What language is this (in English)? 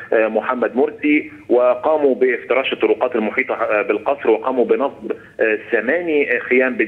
North Levantine Arabic